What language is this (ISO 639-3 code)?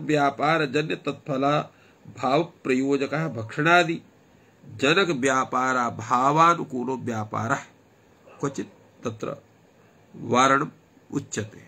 san